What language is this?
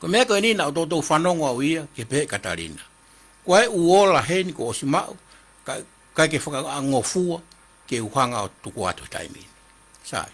Tongan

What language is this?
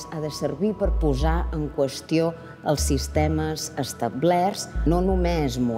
Catalan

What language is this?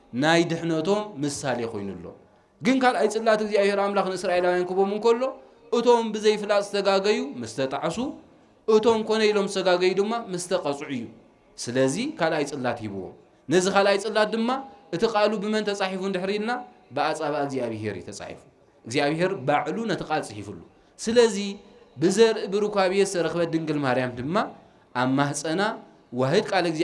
Tigrinya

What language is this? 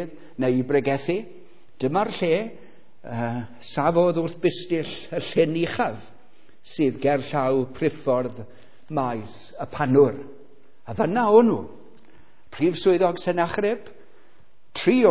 Welsh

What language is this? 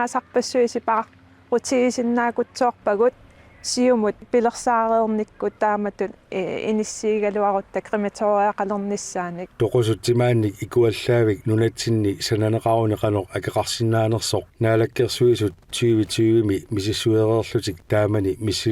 Kalaallisut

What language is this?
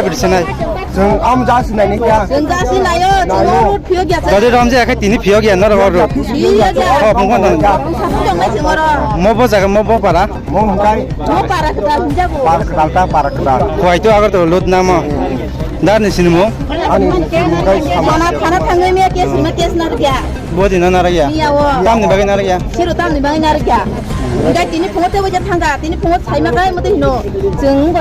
Kok Borok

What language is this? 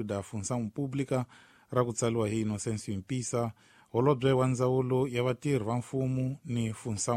Tsonga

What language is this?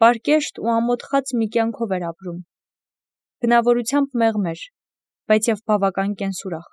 Armenian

